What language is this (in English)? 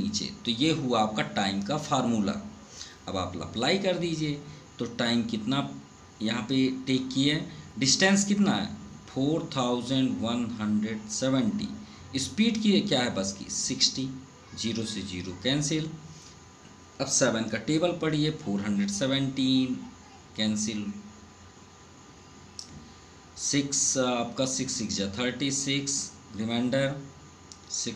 Hindi